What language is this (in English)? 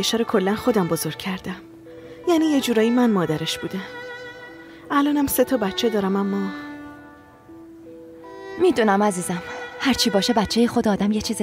Persian